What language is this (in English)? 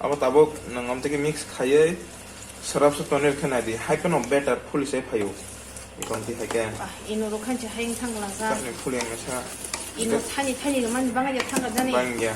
Kok Borok